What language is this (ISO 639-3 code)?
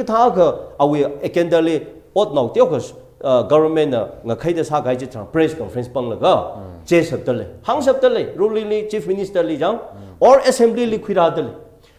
nmf